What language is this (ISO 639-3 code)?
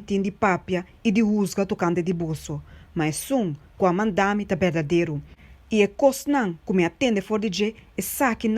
pap